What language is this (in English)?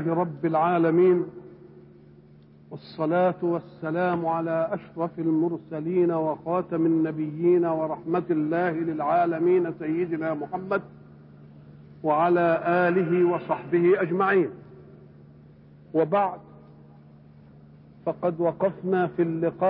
Arabic